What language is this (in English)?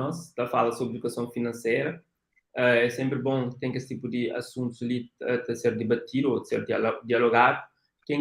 Kabuverdianu